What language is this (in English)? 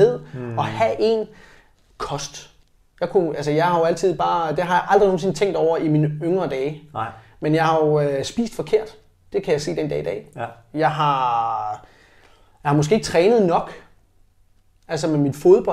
Danish